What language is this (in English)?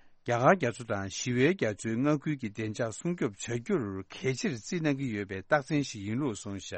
Tibetan